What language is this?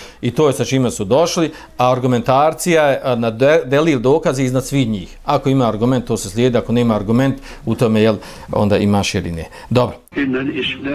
Bosnian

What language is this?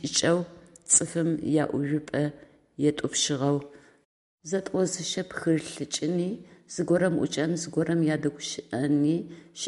Adyghe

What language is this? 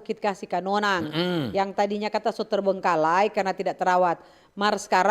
Manado Malay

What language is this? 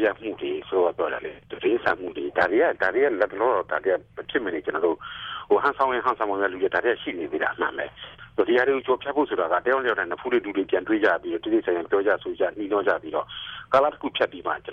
Burmese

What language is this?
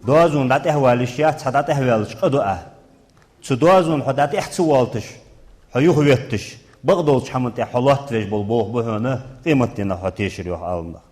Ingush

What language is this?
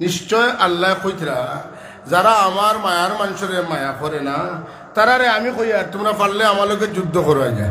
Sylheti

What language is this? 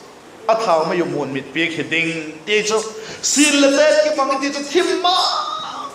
Vaiphei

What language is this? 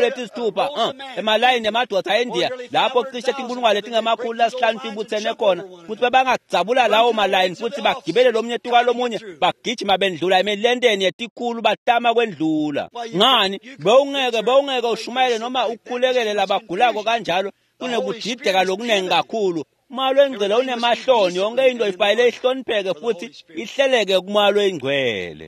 Swati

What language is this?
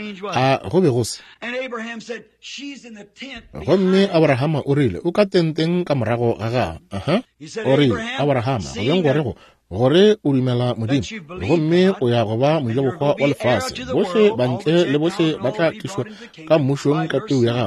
Northern Sotho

